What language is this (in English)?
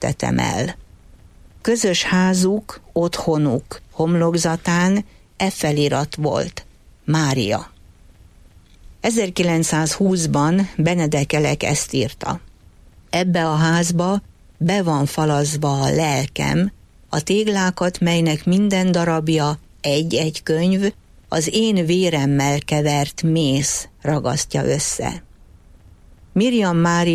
Hungarian